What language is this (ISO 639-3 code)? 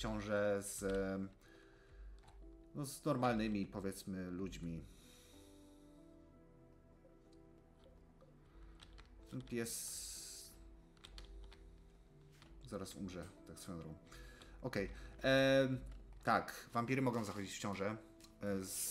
pol